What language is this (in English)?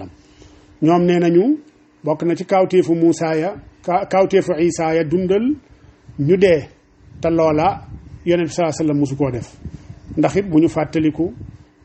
Wolof